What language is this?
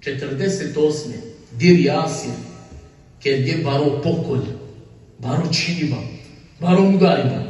Balkan Romani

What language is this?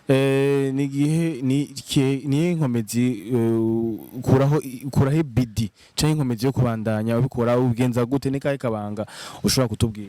Rundi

